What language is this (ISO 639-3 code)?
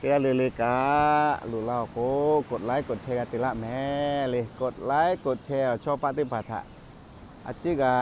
lhu